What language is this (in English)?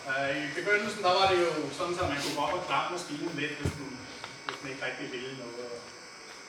Danish